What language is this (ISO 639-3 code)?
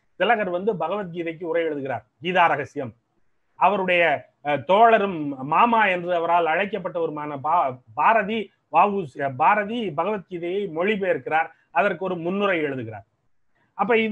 tam